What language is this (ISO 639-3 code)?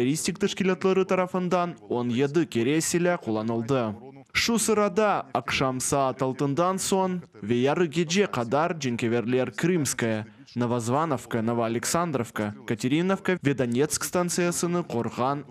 crh